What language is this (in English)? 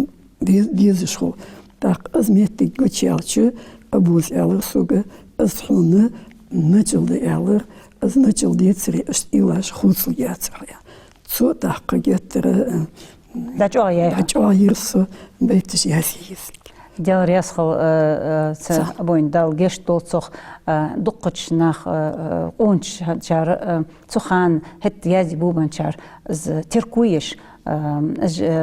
Ingush